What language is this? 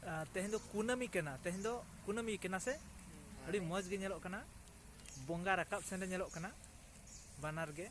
Santali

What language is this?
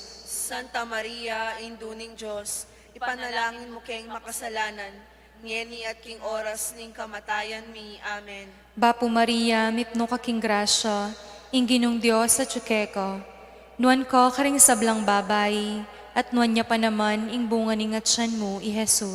Pampanga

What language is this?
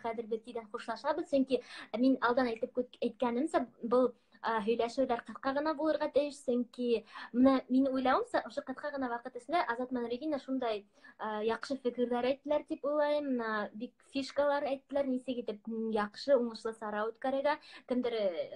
Bashkir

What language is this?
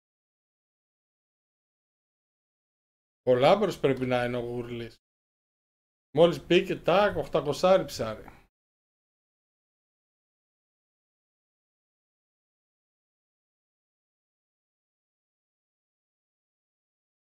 Greek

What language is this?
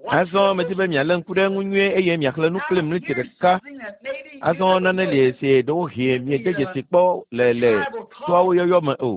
Ewe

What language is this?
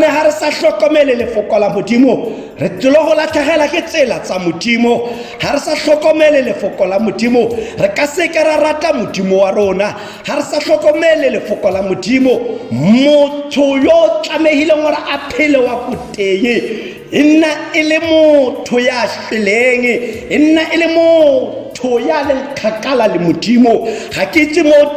Tswana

